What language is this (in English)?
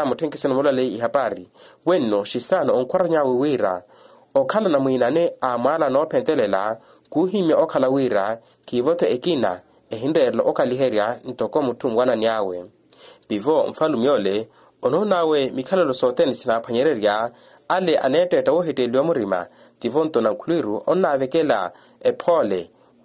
Makhuwa